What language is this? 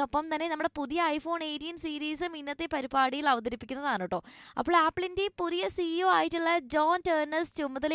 Malayalam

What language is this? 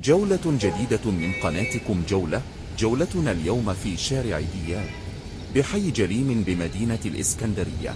Egyptian Arabic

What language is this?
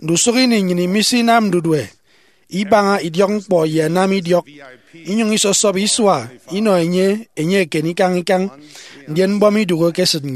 Efik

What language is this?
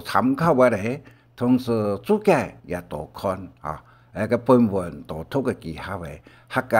Hakka Chinese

